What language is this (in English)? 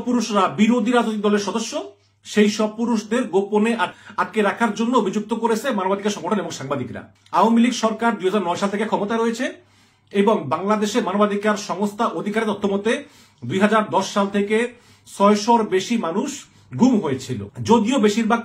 Bangla